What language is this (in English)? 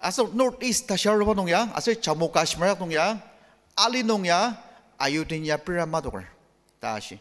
Ao Naga